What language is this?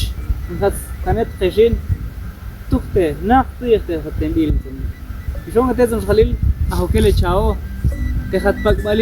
Tektiteko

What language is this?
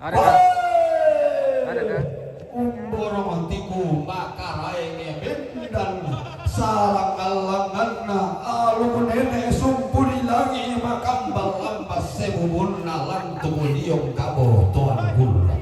Toraja-Sa'dan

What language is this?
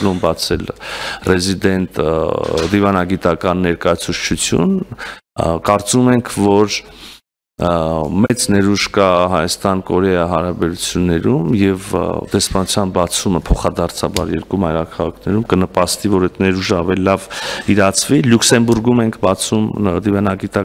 Armenian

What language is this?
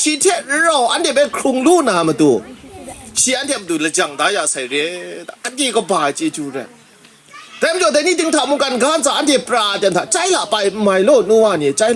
Kachin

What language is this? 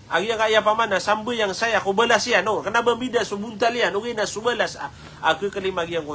Maranao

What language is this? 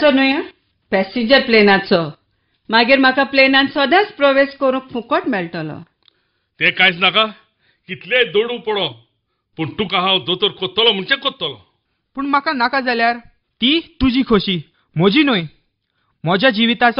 Konkani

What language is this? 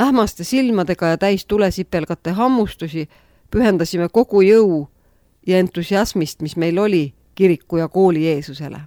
Estonian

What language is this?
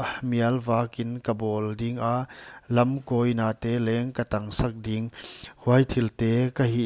Paite Chin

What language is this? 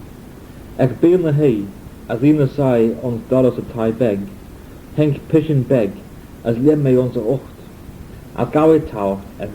Manx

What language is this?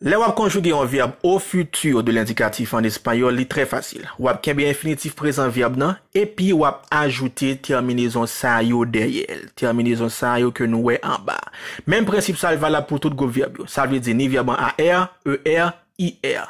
Haitian Creole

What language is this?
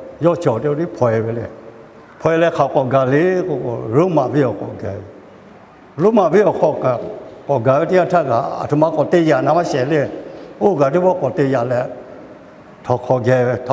Lahu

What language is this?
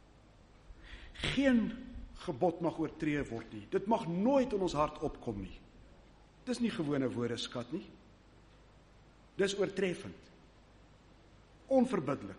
Afrikaans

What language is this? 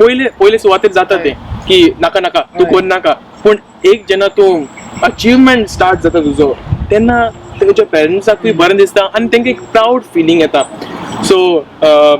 Konkani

